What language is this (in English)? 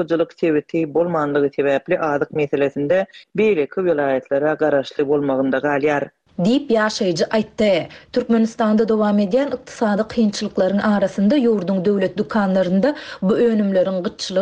Turkmen